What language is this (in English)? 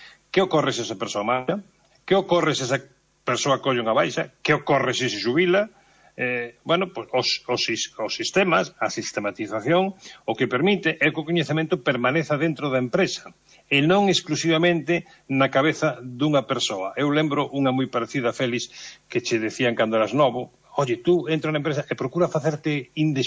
Galician